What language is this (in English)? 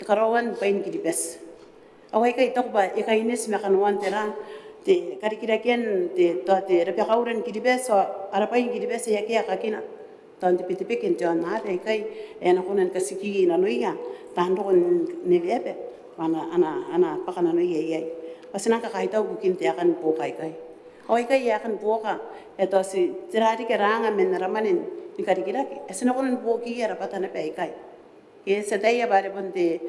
Gilbertese